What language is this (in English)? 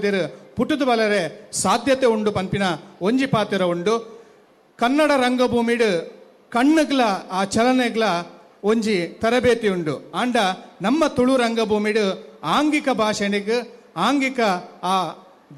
Tulu